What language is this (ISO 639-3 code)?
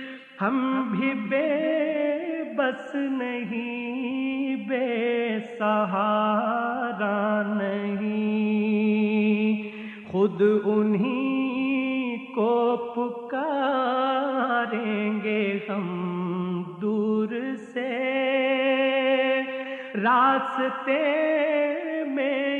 urd